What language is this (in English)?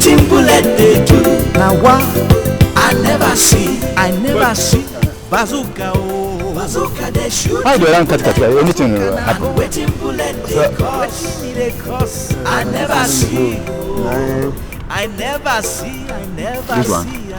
Nigerian Pidgin